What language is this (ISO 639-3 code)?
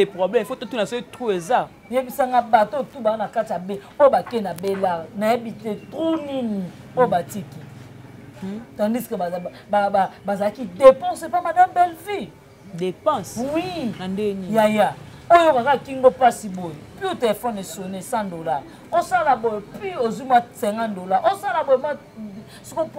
lin